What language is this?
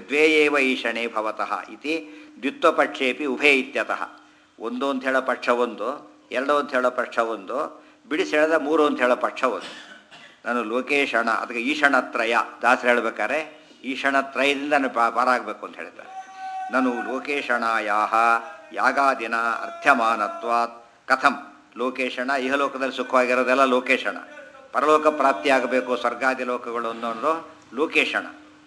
Kannada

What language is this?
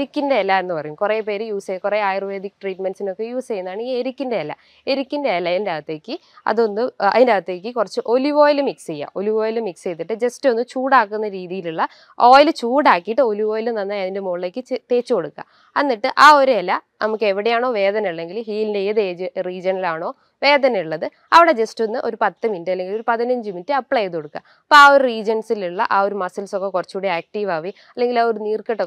Malayalam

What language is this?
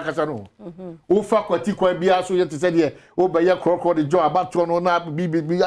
Akan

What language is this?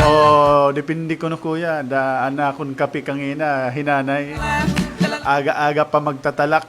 Waray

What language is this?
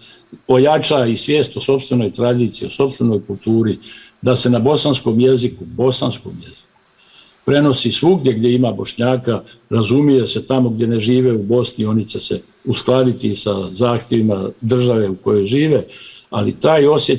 Bosnian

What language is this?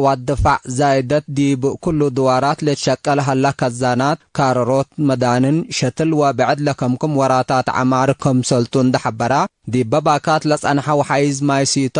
Tigre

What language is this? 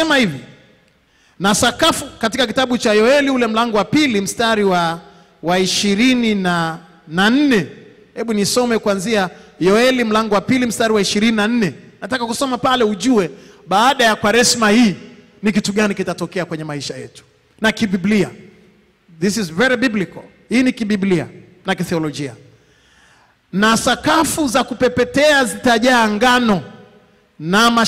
Swahili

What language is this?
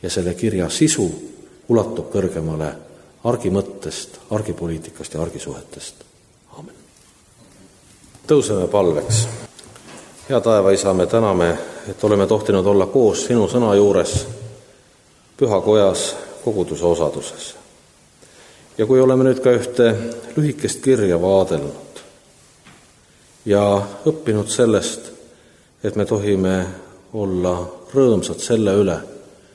Estonian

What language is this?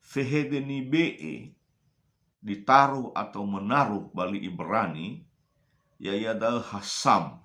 Nias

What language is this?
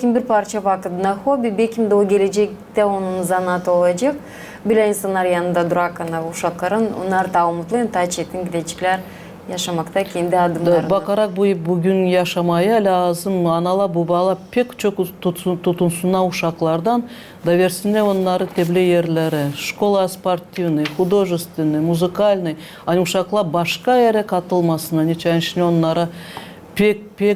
Gagauz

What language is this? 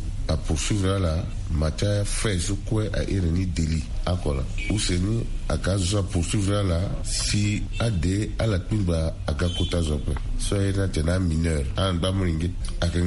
Sango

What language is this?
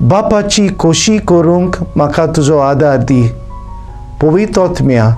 Konkani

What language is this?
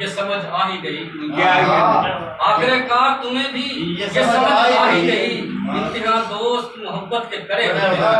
Haryanvi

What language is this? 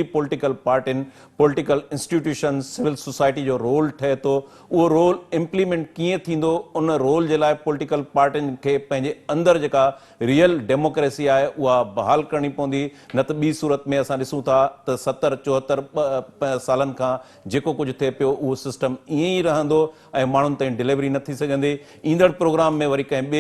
Sindhi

